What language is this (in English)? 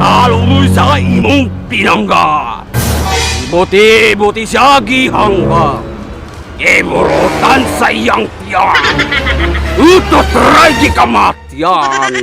Cebuano